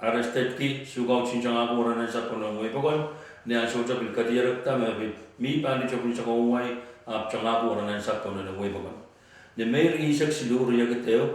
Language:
Pohnpeian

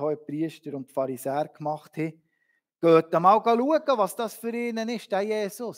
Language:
Swiss German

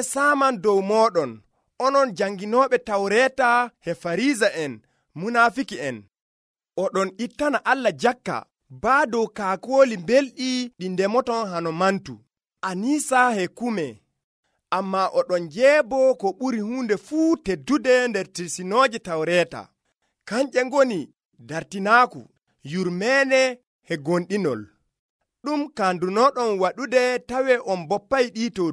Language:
Nigerian Fulfulde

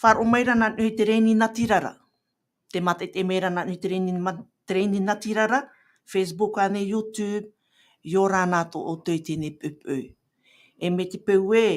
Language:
Tahitian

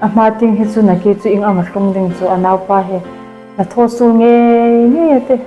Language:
Hmar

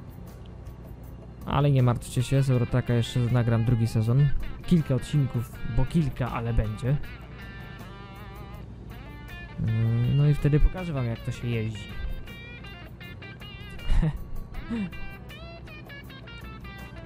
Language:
Polish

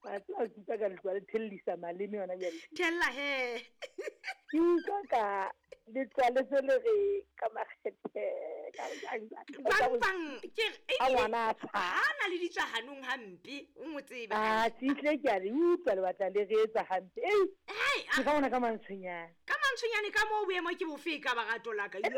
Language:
Southern Sotho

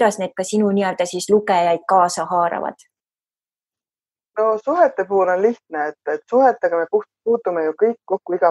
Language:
Estonian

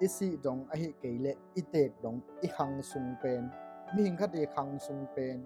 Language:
Tedim Chin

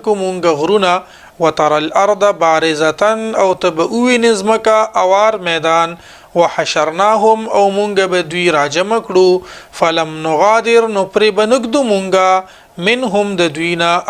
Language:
Pashto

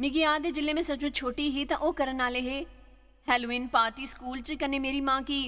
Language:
Dogri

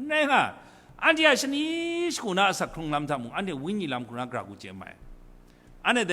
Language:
Kachin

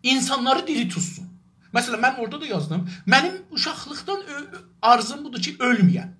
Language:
South Azerbaijani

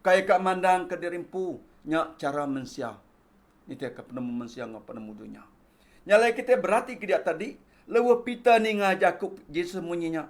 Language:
Iban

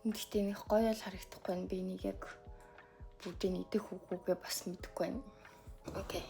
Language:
Mongolian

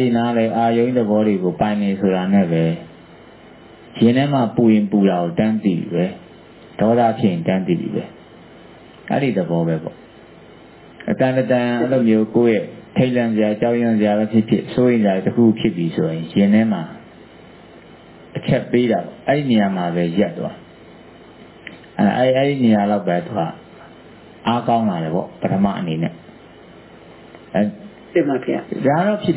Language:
Burmese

